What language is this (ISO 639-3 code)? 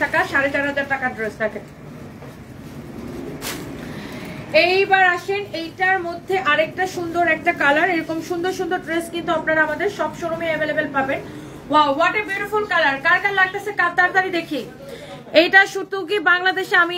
ben